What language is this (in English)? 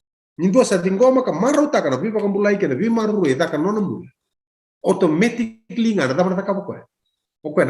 Fijian